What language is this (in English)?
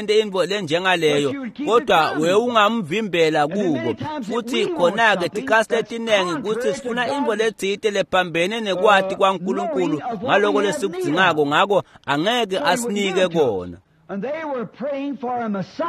Swati